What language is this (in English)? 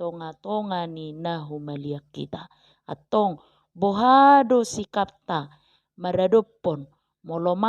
Batak Toba